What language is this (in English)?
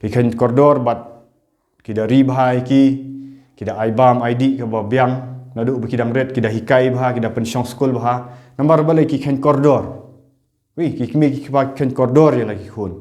Khasi